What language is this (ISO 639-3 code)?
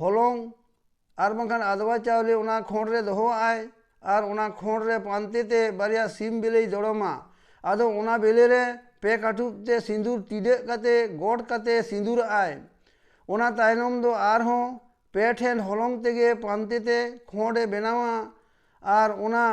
sat